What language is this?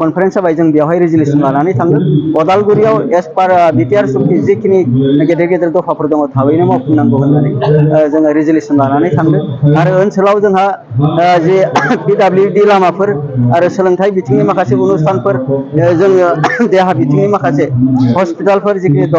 Bodo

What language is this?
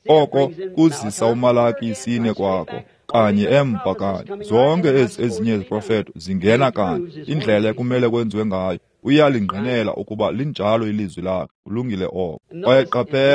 Xhosa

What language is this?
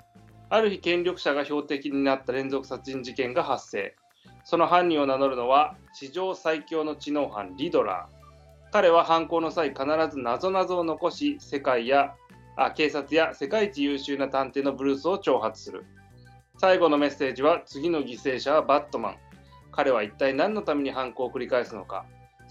Japanese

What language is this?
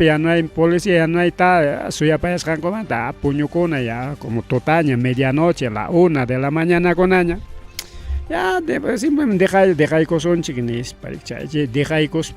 Ayacucho Quechua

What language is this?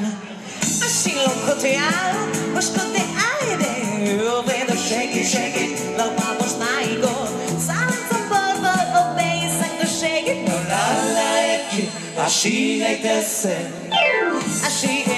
Basque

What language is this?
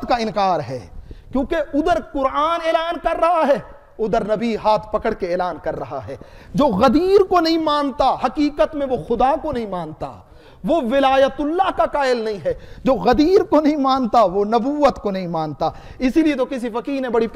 Urdu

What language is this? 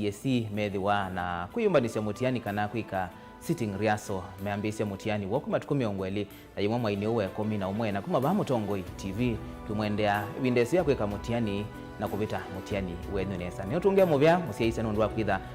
Kamba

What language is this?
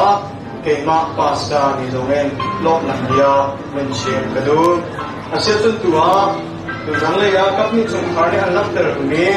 Hakha Chin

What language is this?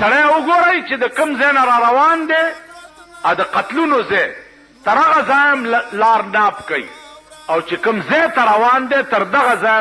Pashto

